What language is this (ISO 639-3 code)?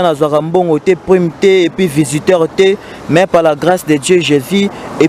lin